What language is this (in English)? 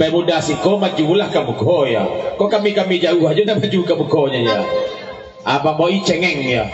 Minangkabau